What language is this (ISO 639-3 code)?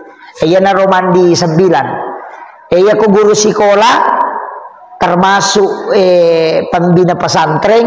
bug